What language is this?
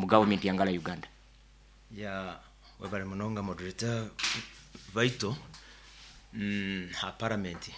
Nyoro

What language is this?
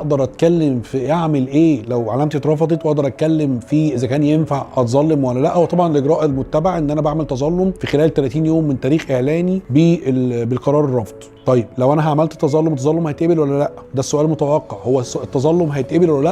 Egyptian Arabic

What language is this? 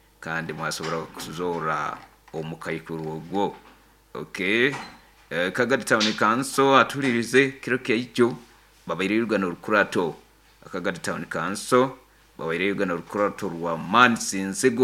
Nyoro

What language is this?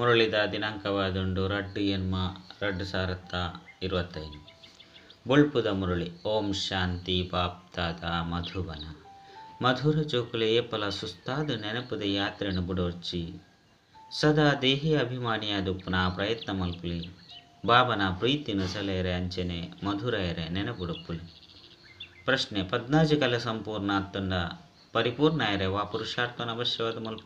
Tulu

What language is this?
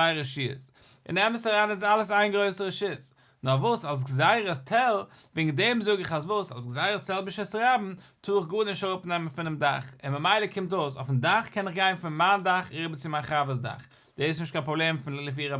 Yiddish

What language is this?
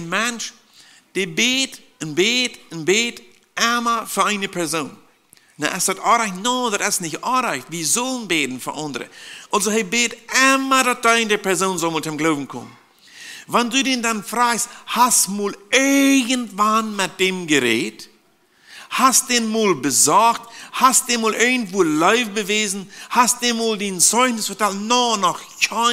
Plautdietsch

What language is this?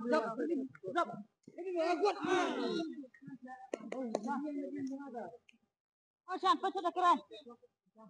Khasi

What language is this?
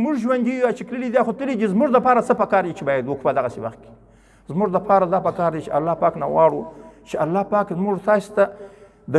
Pashto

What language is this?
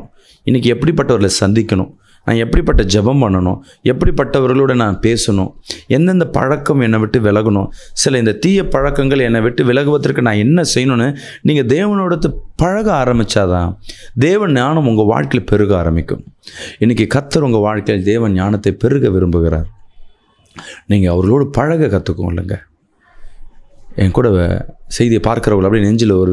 Tamil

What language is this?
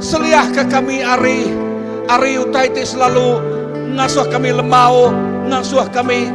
Iban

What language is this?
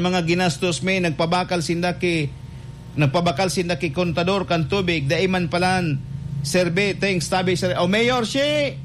Bikol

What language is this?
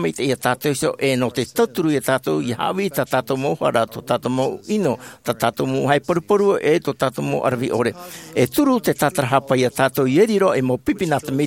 Tahitian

